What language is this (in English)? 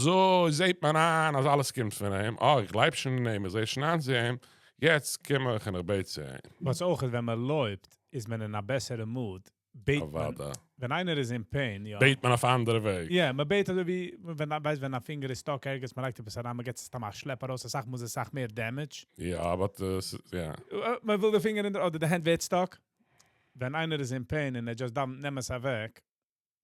Yiddish